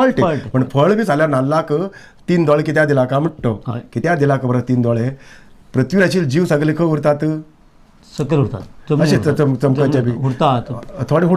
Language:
Konkani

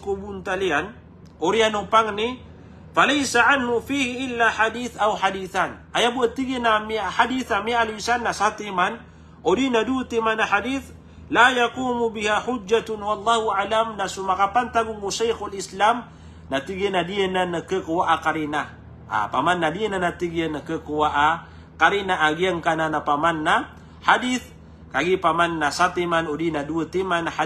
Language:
Maranao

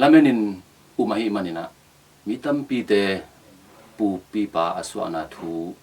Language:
Tedim Chin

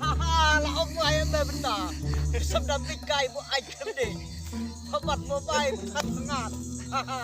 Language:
Khasi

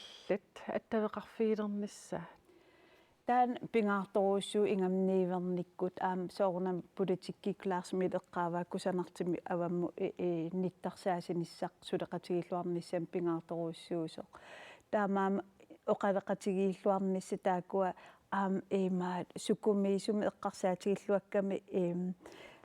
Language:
Kalaallisut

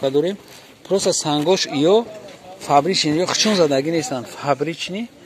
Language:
Tajik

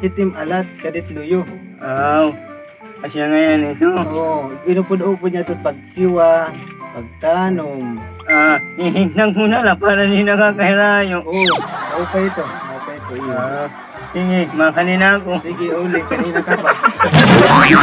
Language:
Waray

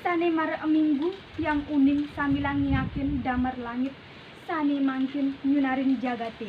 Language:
Balinese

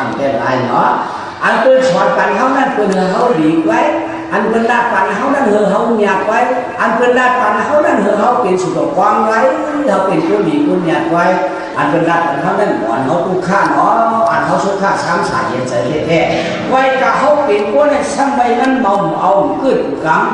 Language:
Shan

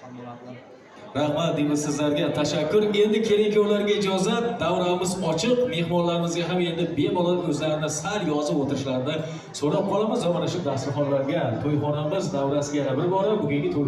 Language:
Uzbek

